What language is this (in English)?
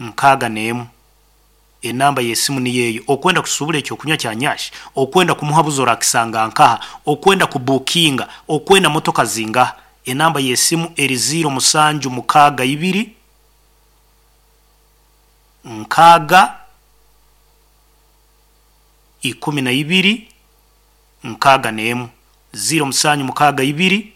Nyoro